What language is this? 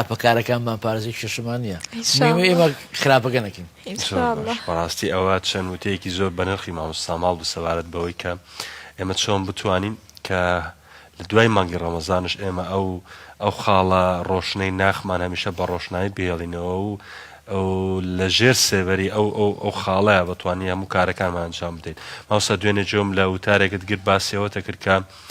Central Kurdish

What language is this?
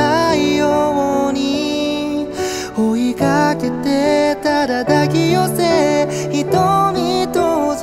Japanese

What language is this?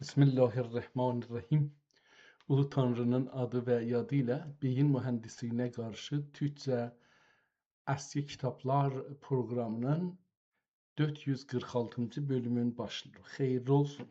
South Azerbaijani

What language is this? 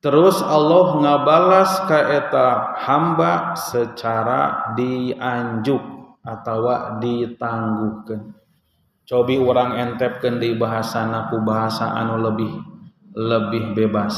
Sundanese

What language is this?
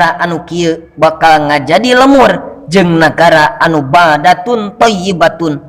Sundanese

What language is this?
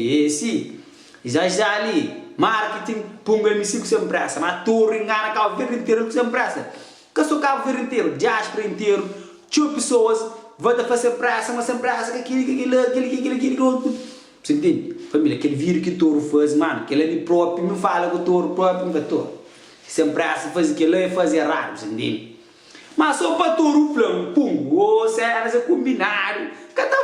Kabuverdianu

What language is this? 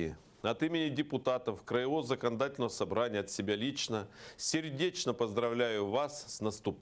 Russian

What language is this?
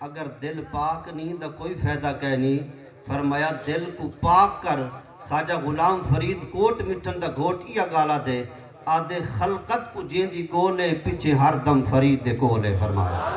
Saraiki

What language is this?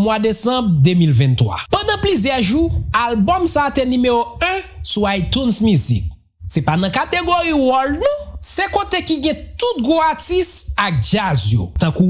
Haitian Creole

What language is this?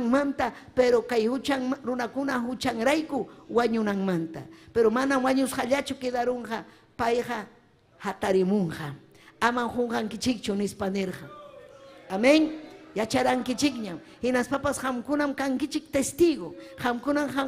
Ayacucho Quechua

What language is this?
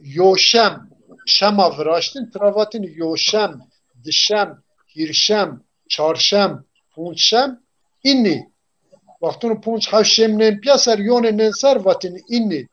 Zaza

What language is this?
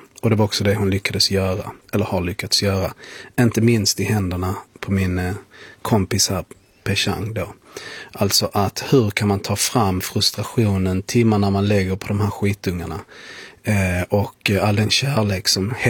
Swedish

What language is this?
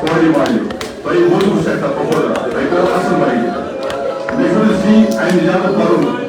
Kashmiri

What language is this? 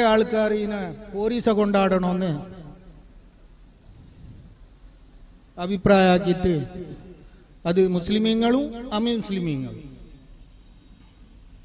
Malayalam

